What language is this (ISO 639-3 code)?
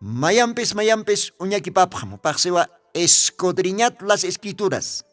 aym